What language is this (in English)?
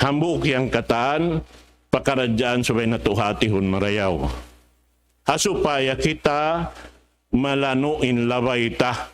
Tausug